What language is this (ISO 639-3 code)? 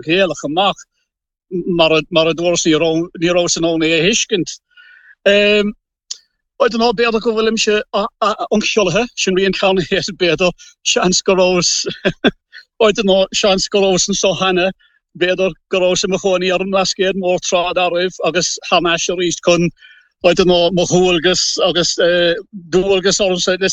gle